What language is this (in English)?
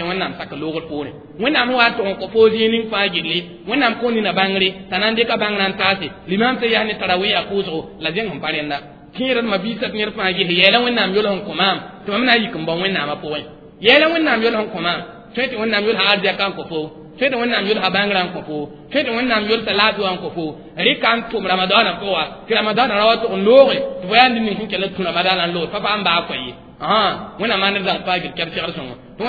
Mossi